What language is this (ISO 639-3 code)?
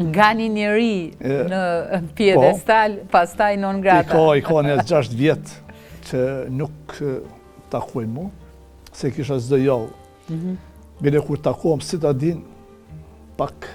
sqi